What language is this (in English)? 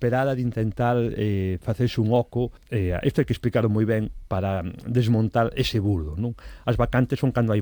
Galician